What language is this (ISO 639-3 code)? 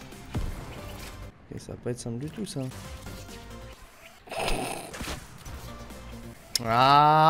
fra